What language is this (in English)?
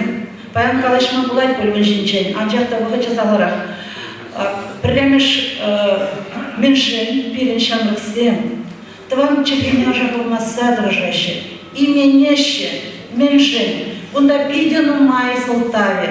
Chuvash